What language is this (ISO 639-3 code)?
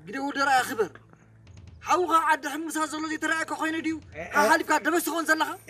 tir